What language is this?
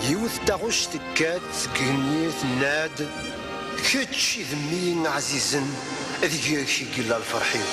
Kabyle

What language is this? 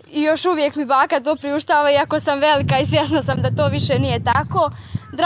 Croatian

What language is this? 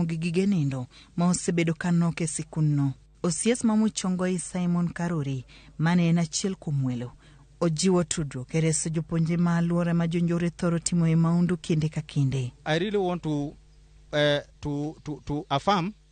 Luo (Kenya and Tanzania)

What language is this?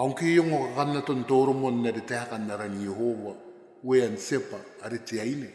Gilbertese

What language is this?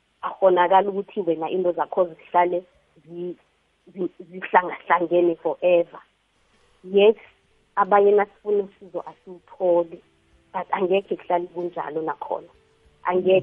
South Ndebele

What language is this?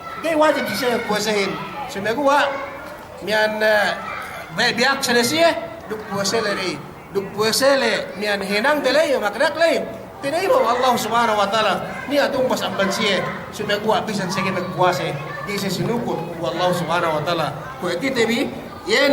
Yakan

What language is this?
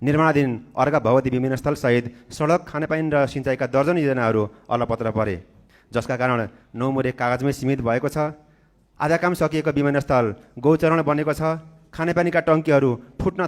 Nepali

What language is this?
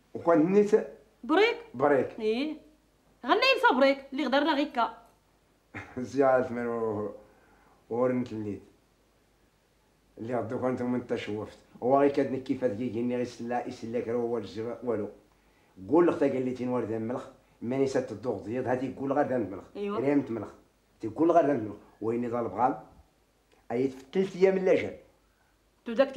Moroccan Arabic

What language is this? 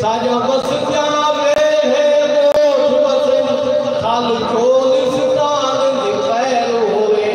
Saraiki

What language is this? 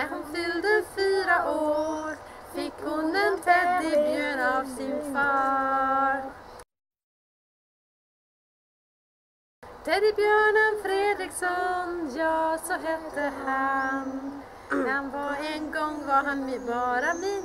Swedish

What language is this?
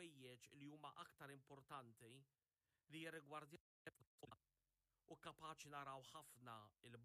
Maltese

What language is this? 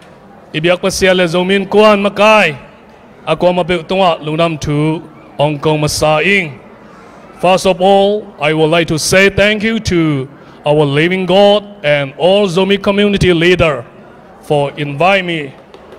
Tedim Chin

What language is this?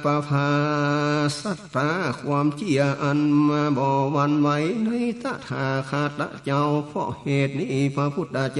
Northern Thai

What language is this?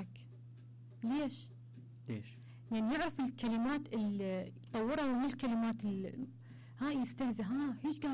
Mesopotamian Arabic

